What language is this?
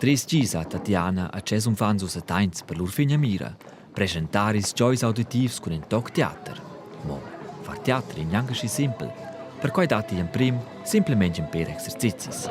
Romansh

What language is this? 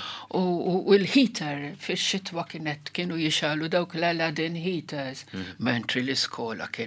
Maltese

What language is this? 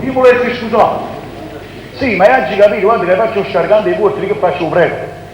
Neapolitan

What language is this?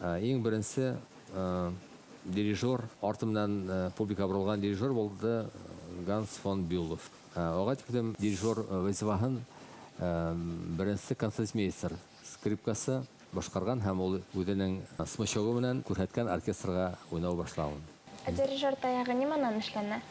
Bashkir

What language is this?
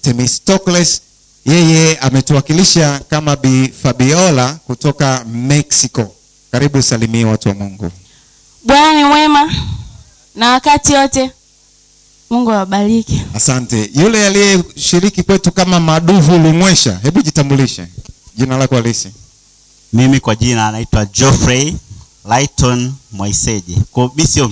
Swahili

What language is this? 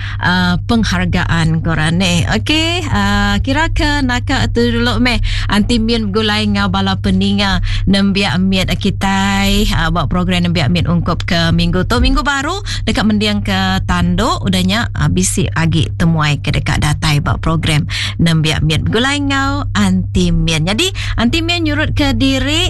Iban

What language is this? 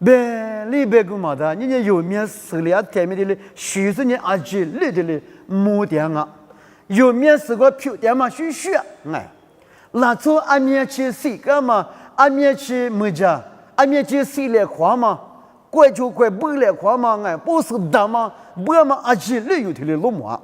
Lisu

